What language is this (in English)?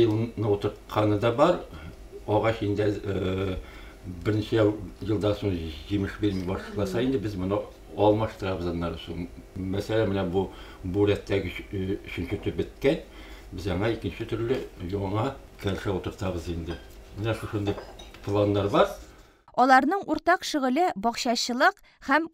Tatar